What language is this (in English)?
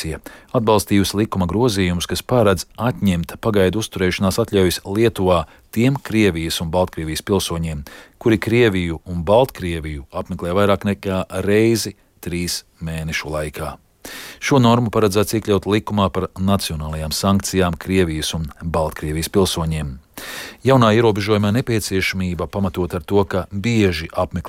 Latvian